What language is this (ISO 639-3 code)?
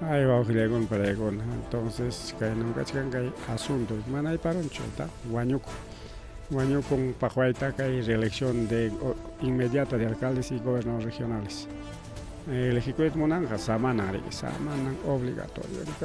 quy